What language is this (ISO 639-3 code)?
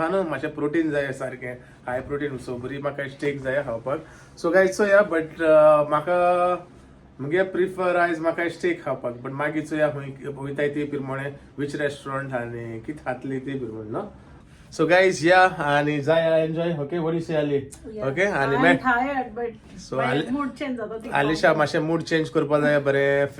kok